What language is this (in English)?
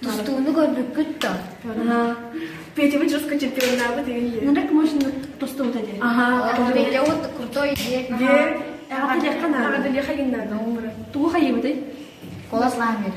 Yakut